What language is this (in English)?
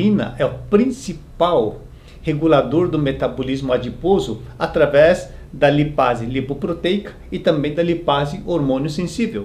Portuguese